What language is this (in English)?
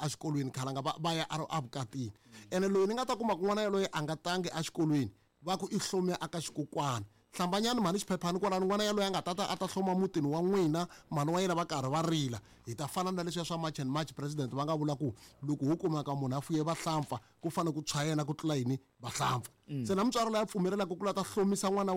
Tsonga